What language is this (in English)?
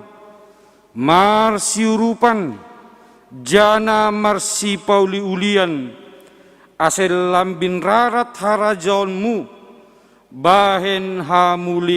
Batak Simalungun